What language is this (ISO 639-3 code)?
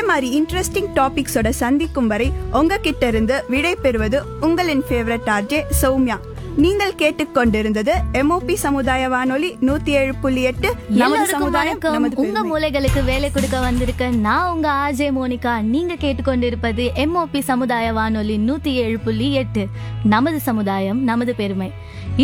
tam